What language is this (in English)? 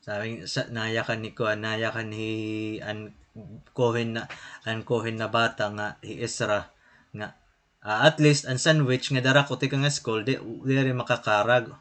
Waray